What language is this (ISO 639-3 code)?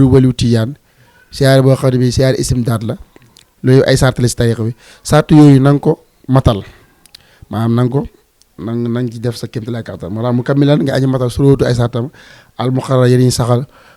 wol